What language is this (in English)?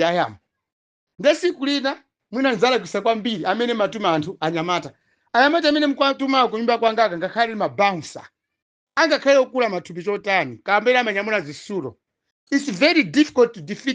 Nyanja